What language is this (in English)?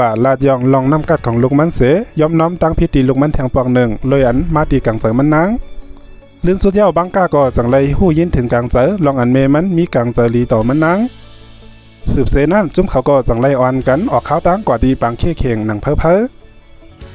Shan